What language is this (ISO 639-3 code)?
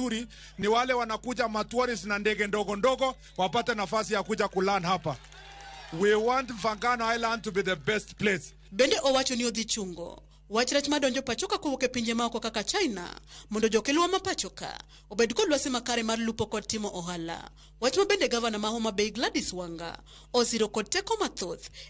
luo